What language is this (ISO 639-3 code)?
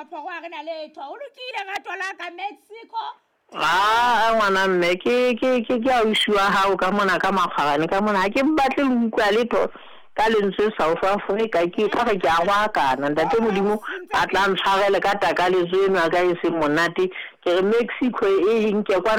sot